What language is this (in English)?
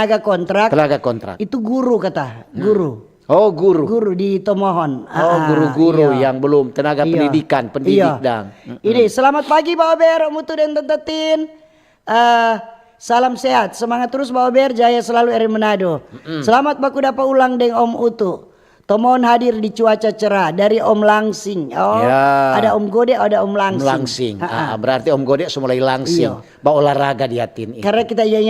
Manado Malay